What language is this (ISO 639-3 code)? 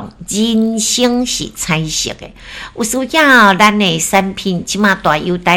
nan